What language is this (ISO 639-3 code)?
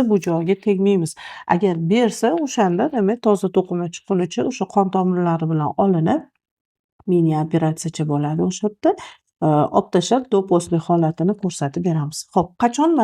uzb